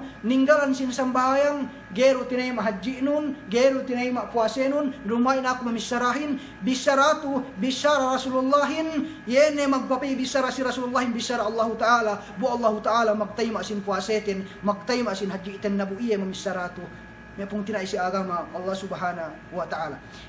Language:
Yakan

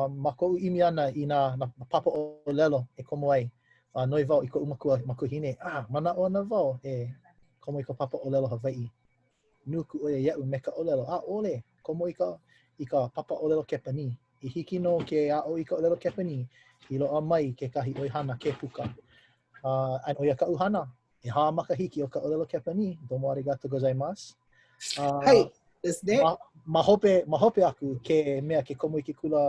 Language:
Hawaiian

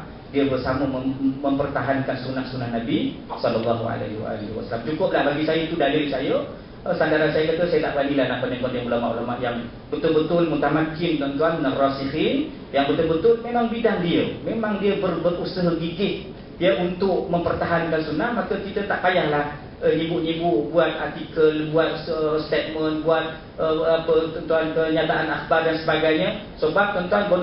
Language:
Malay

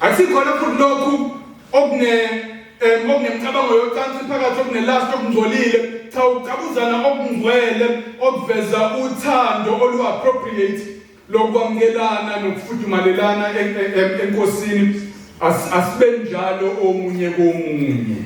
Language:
Zulu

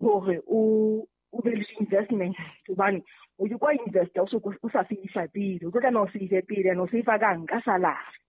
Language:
Southern Sotho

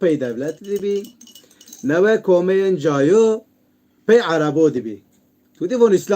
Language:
Zaza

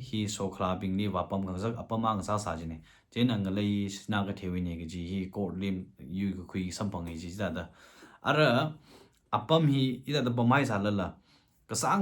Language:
Tangkhul Naga (India)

